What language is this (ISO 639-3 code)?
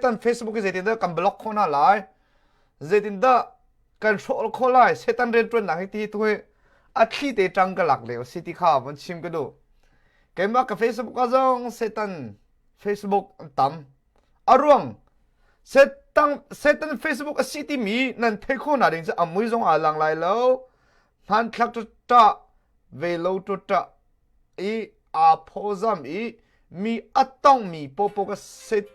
cnh